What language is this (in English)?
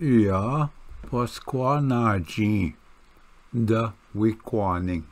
Ojibwa